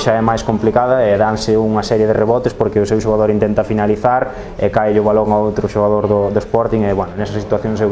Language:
Galician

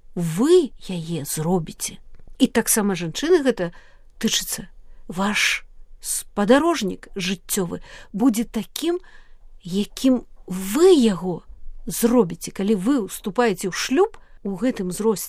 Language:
Belarusian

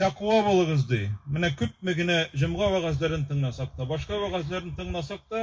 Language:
Tatar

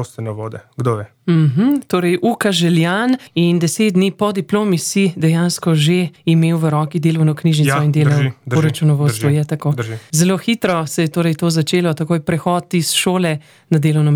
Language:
Slovenian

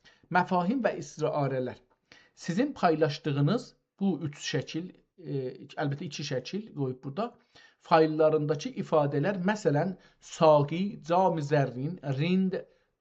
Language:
South Azerbaijani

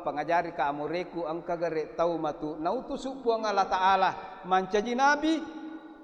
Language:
Buginese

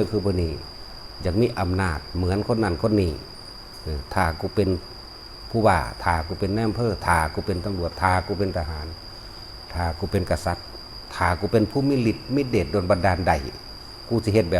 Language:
Northeastern Thai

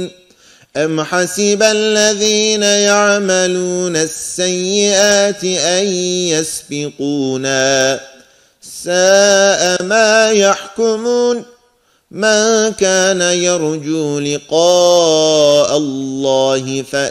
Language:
Arabic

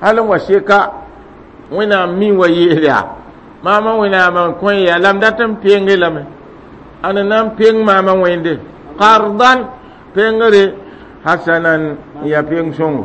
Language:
Mossi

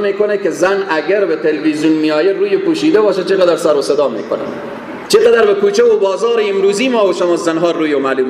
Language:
Persian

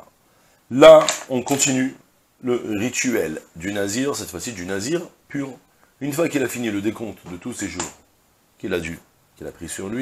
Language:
French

